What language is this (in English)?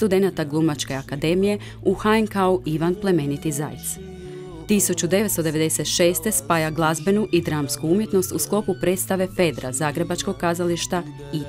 Croatian